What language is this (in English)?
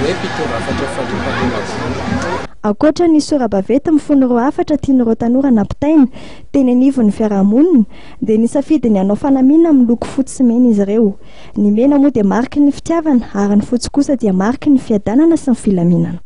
Malagasy